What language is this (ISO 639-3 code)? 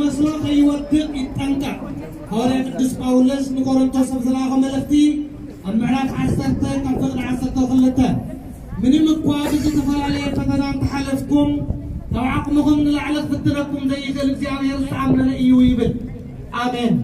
tir